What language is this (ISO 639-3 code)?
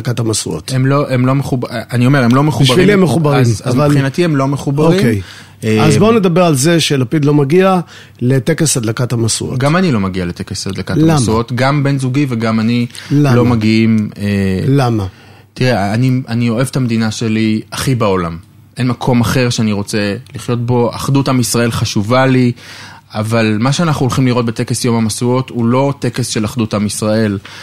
heb